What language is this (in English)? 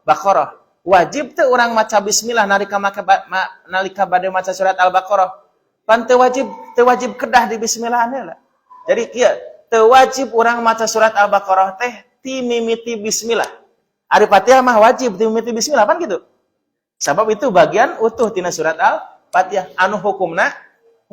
Sundanese